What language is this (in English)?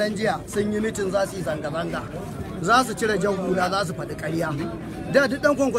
Hausa